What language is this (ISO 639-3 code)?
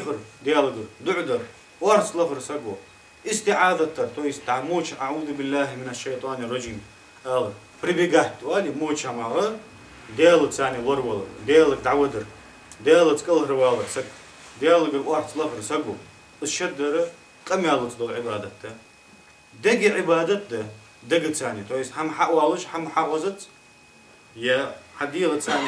inh